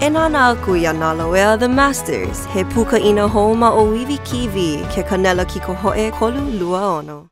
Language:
Hawaiian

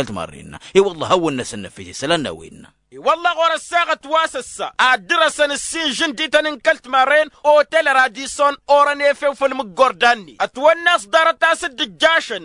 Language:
Tamasheq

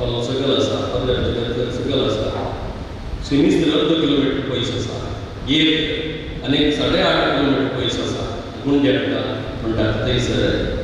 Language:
Konkani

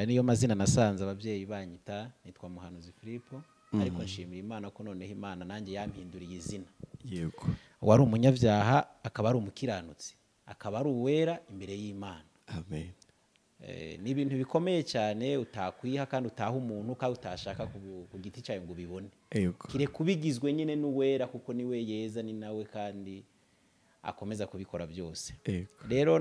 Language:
Kinyarwanda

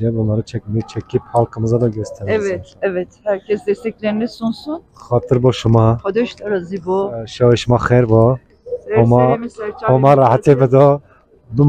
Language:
Zaza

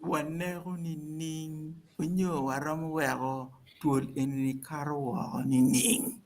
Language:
Acoli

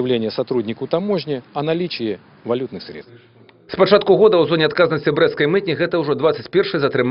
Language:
Belarusian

